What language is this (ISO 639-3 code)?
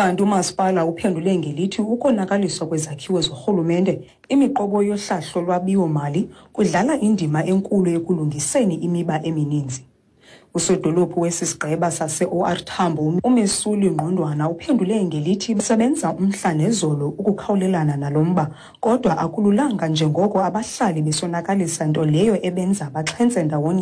xho